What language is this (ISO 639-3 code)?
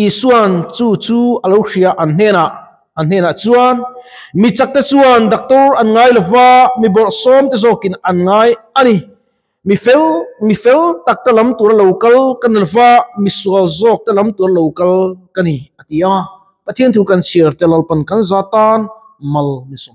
lus